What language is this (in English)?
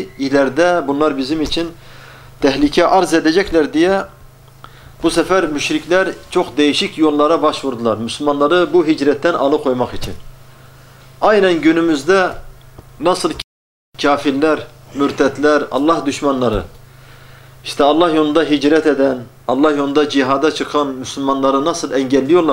Turkish